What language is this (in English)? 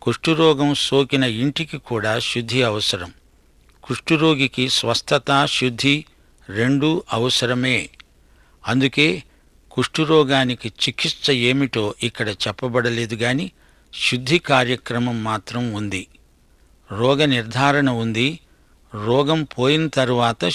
Telugu